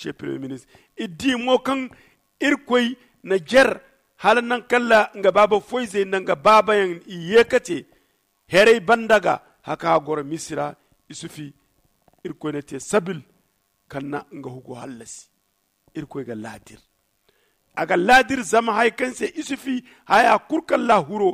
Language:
Zarma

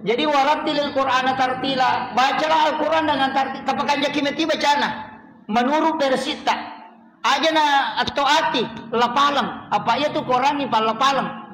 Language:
Buginese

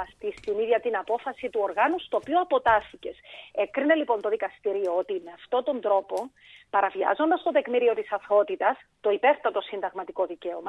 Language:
Greek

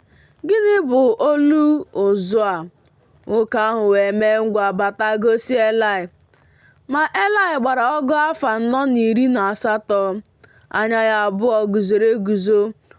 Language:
Igbo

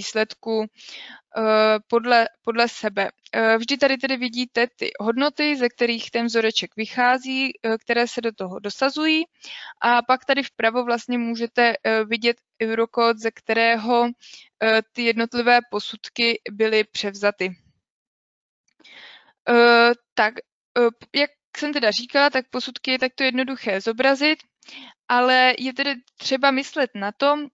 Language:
Czech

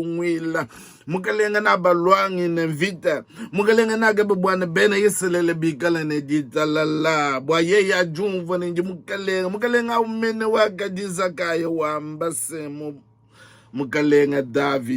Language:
Luba-Lulua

